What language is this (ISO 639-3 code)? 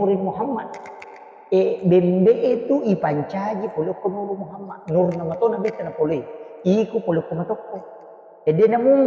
bug